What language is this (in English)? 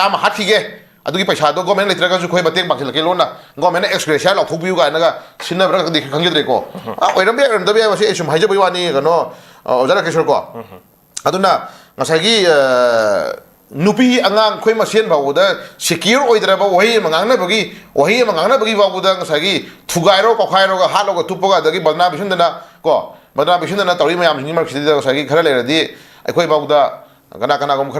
Manipuri